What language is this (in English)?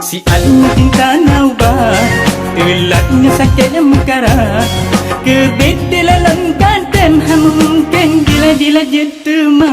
Achinese